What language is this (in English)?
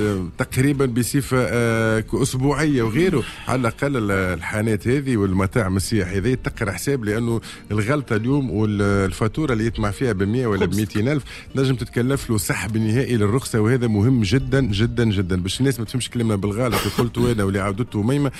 Tunisian Arabic